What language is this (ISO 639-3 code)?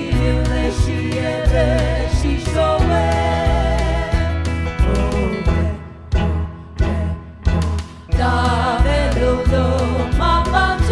pmx